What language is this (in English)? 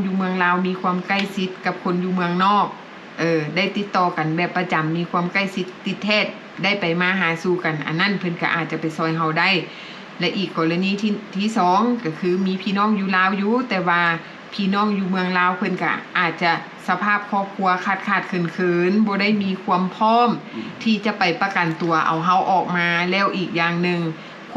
Lao